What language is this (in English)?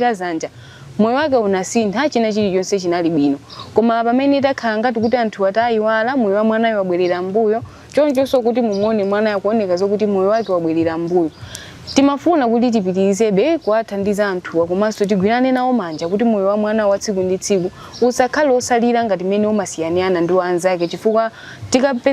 Nyanja